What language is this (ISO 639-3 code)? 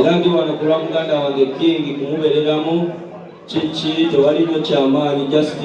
lug